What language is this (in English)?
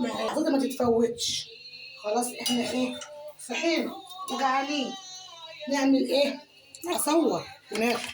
Egyptian Arabic